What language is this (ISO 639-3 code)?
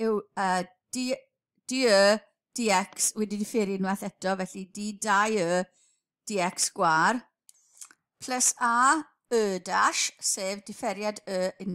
cym